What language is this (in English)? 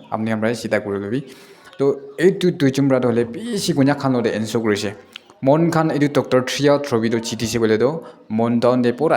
Naga Pidgin